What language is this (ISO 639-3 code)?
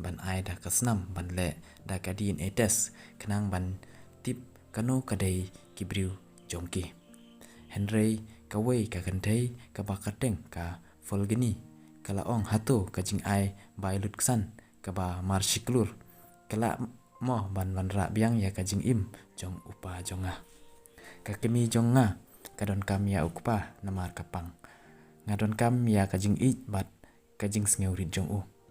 kha